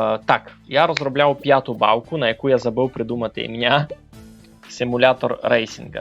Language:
Rusyn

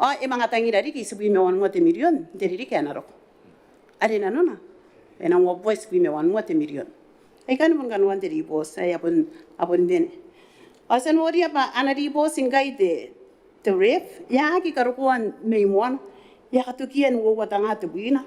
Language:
Gilbertese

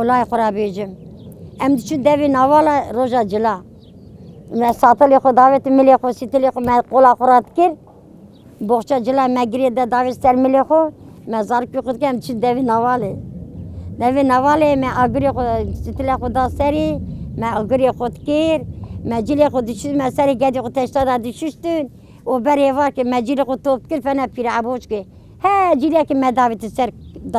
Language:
Kurdish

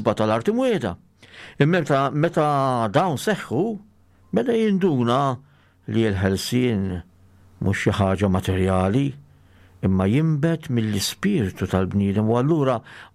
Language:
Maltese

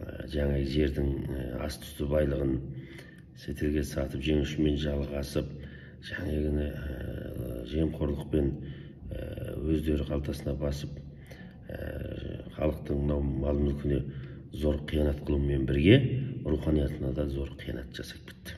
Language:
Kazakh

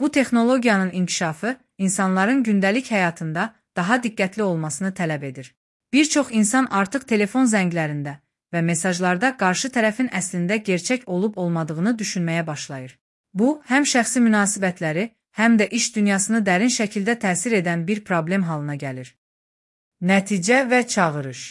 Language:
Azerbaijani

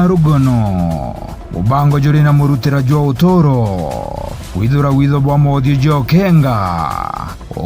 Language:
Meru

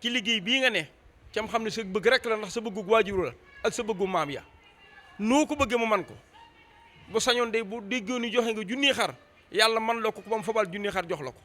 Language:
Wolof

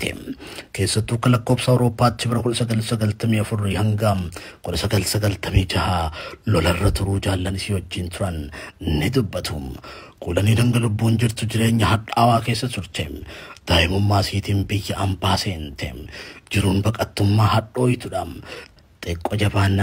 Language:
Oromo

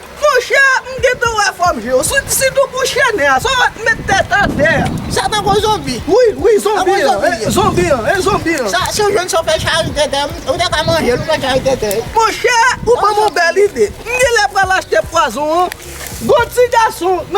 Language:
Haitian Creole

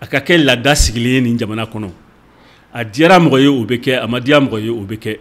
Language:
Bambara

